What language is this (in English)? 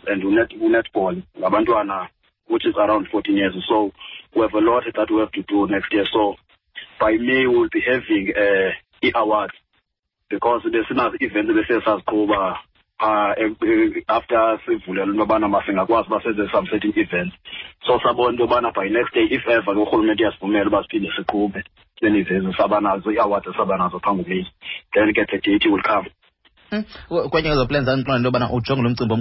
Xhosa